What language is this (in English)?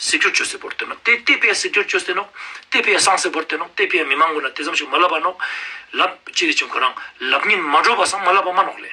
Ladakhi